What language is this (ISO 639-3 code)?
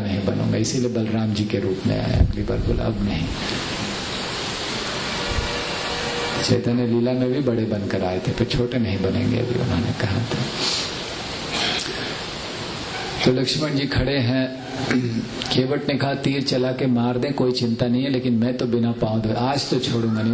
hin